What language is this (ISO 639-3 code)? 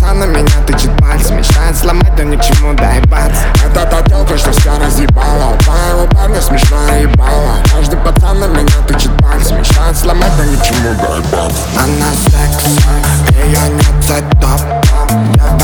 rus